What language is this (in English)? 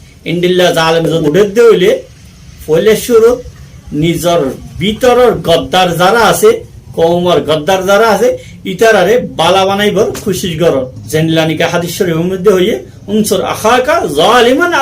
Rohingya